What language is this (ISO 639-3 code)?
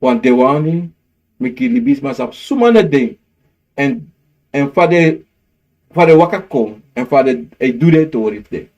srn